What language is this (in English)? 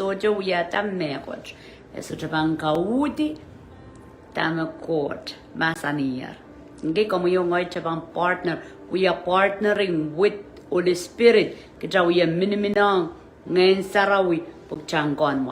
Pohnpeian